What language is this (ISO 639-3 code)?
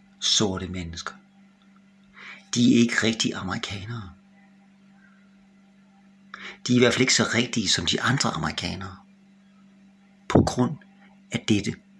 dan